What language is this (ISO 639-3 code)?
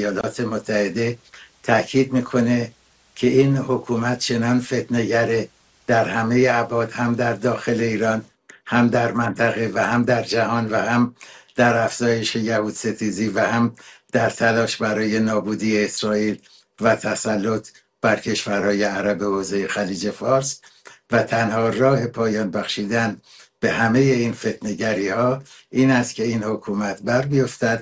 fas